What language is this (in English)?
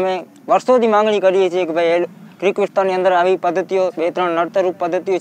Gujarati